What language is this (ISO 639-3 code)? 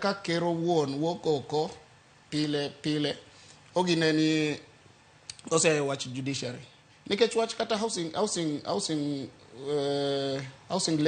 luo